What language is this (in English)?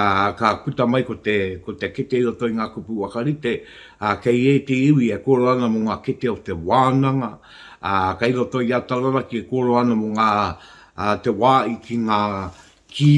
Māori